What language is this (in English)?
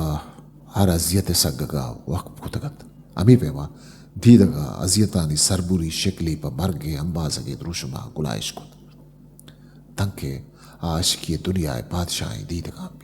Eastern Balochi